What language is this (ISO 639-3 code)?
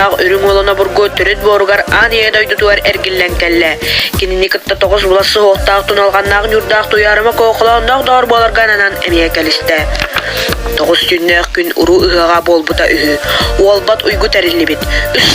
sah